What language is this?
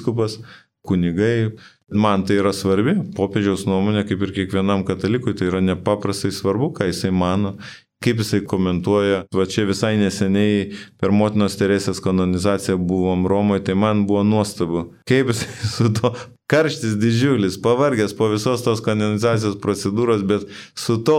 Lithuanian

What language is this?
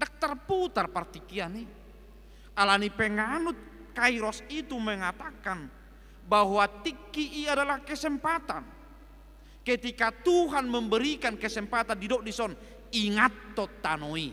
Batak Toba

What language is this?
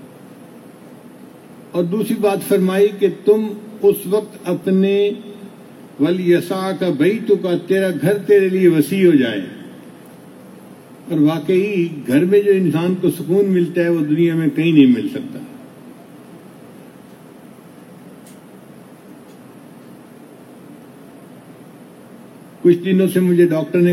Urdu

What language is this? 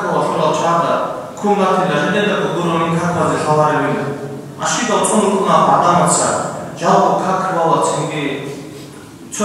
Avaric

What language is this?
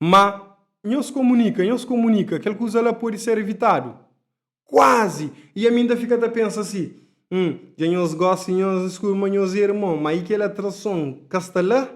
Kabuverdianu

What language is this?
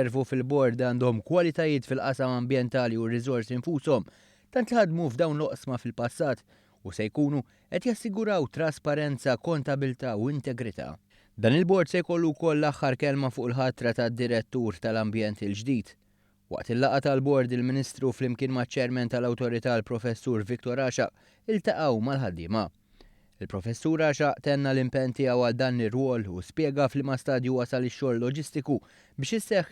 Maltese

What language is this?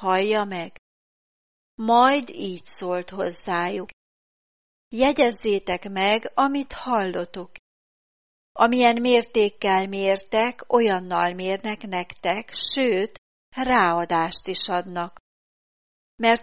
Hungarian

